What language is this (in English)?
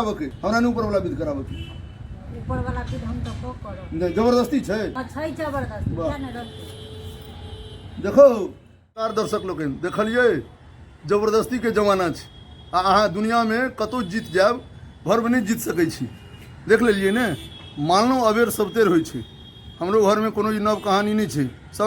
Maithili